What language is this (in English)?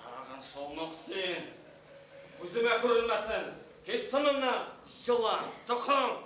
Bashkir